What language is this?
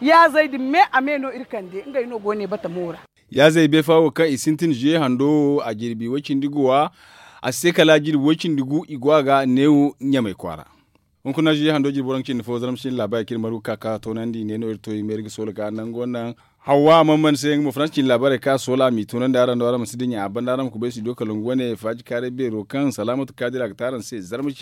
Zarma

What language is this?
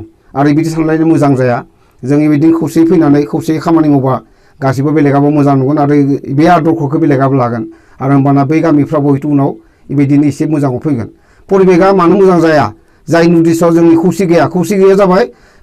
Bodo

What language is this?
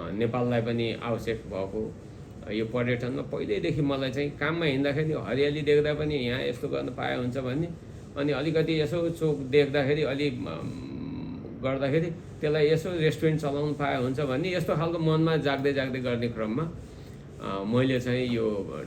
Nepali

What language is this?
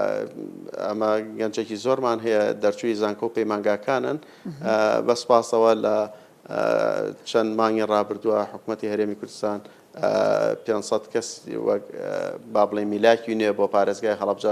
Central Kurdish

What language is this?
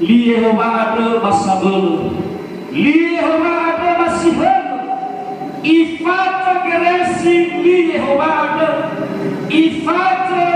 Nias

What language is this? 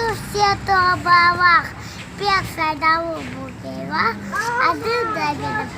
Crimean Tatar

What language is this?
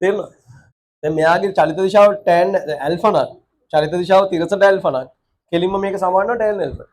Sinhala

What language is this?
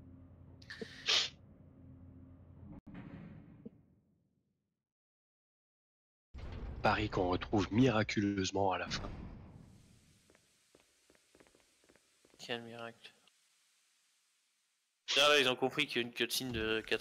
French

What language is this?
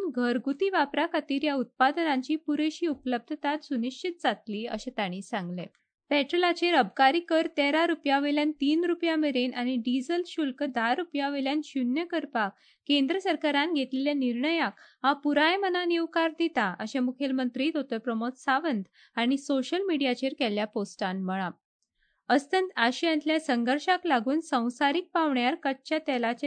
Konkani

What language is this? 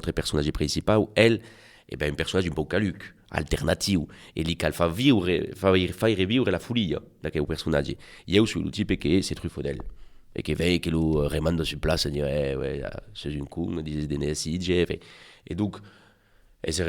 Occitan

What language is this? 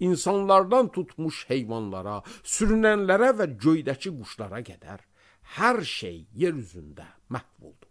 Azerbaijani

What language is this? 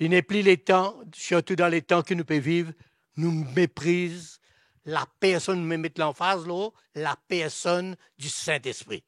Morisyen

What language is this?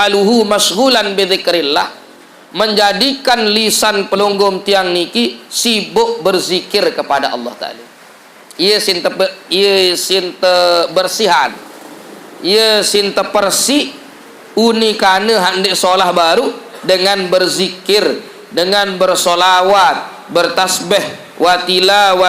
Sasak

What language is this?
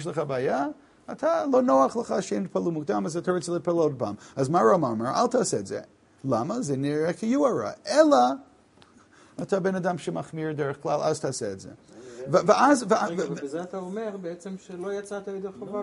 Hebrew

